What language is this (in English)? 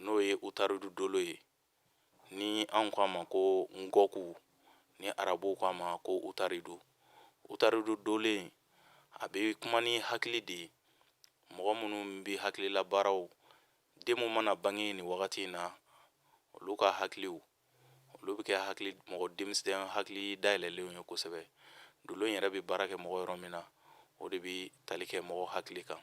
Bambara